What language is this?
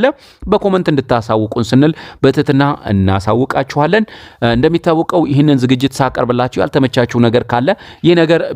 Amharic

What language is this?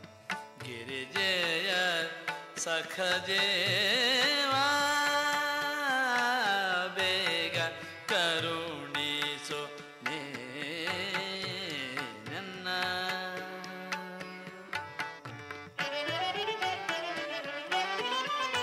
Kannada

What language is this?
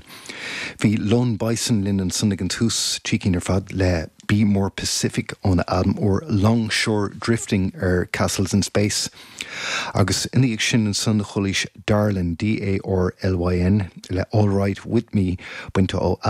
Irish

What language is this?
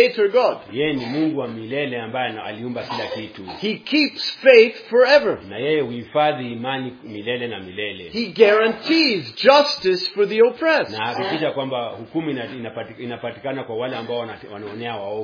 Swahili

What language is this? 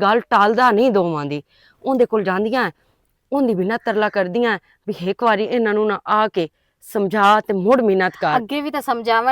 Western Panjabi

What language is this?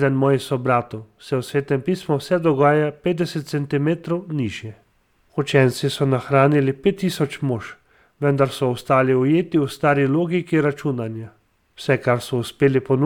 Slovenian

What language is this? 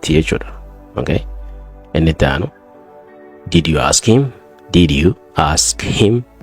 Oromo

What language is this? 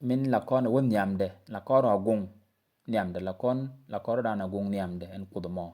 Nuer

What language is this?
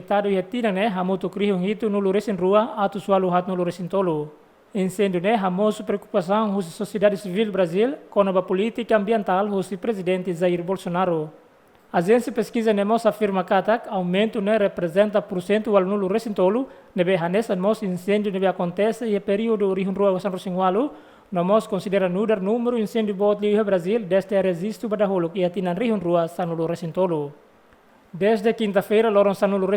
Tetum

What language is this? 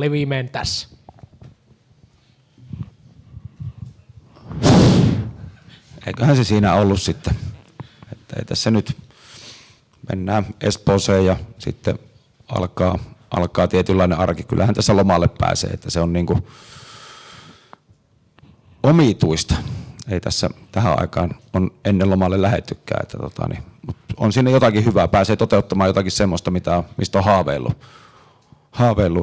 Finnish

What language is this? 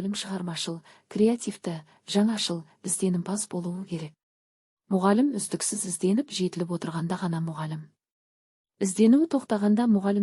Kazakh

